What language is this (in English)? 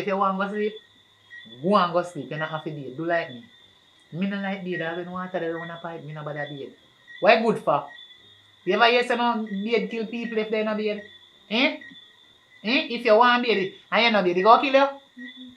Jamaican Creole English